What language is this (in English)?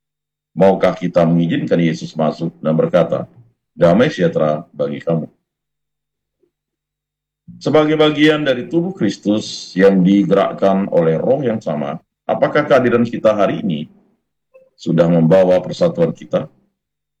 Indonesian